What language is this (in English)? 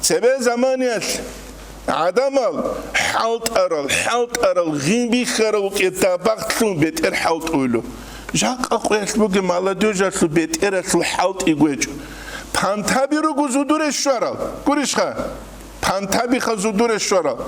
Avaric